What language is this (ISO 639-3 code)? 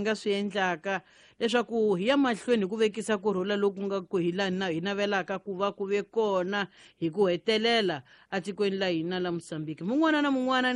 tso